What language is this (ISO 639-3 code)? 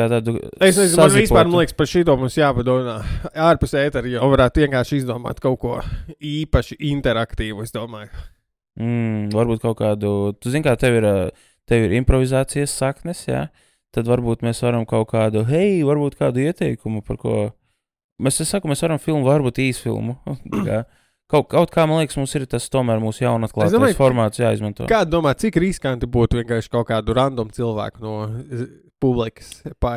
lav